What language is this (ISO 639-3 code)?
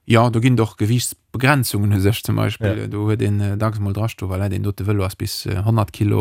ltz